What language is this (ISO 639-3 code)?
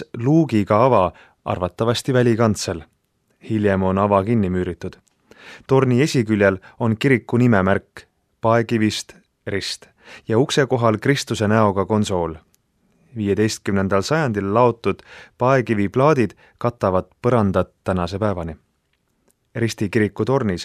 est